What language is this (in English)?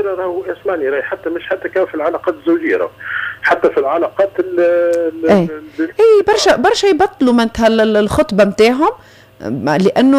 Tunisian Arabic